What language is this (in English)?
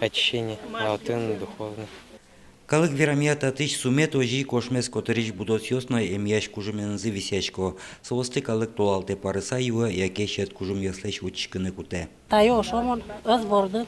Udmurt